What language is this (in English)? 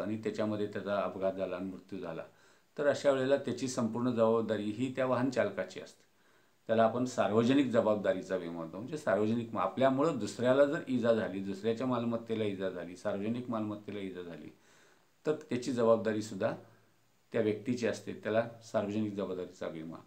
Marathi